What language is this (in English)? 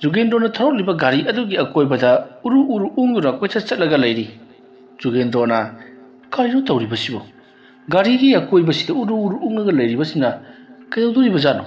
Manipuri